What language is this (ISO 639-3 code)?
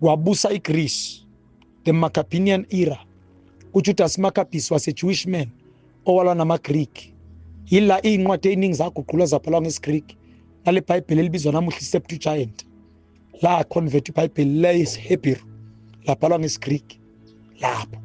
zul